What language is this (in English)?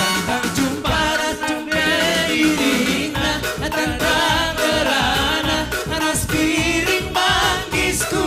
Batak Simalungun